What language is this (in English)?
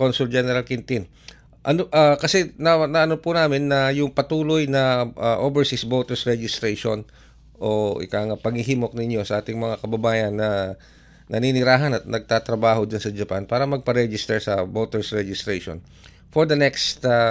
Filipino